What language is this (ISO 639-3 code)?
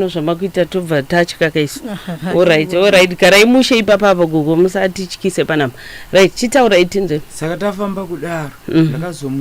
sna